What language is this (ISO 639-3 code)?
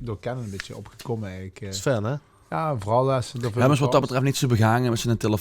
lim